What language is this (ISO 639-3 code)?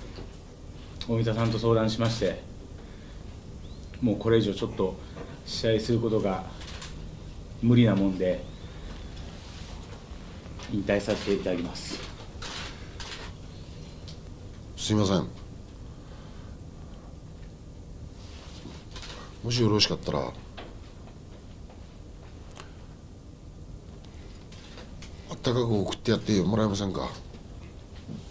jpn